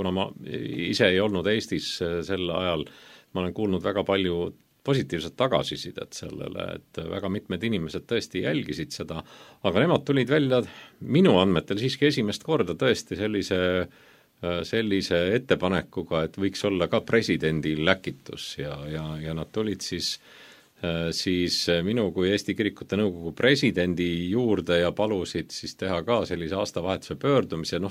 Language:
Estonian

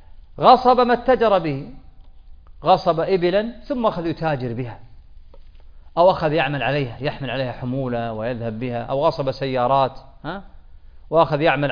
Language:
Arabic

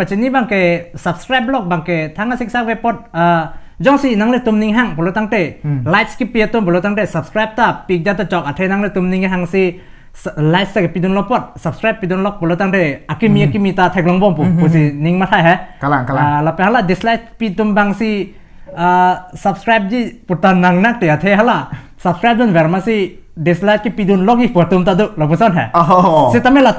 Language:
Karbi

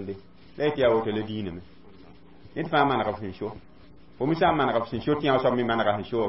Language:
Mossi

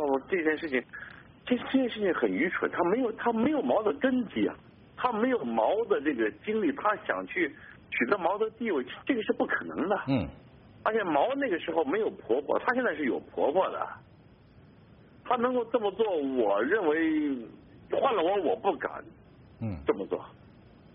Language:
Chinese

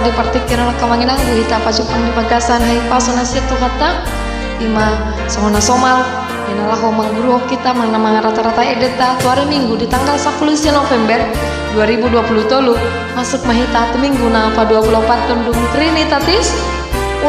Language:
Batak Toba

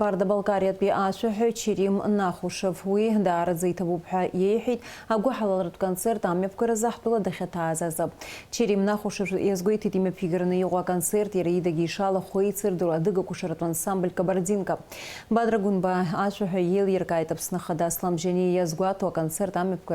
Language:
Abkhazian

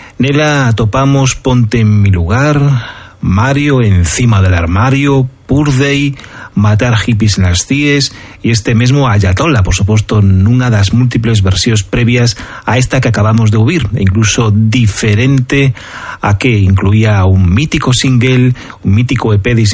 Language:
Galician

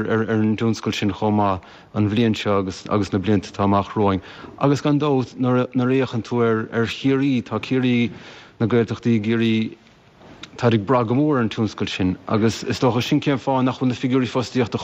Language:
Irish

